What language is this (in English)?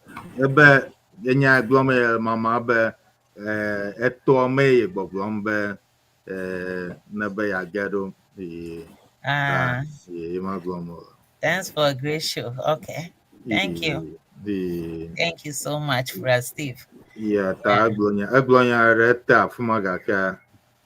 Ewe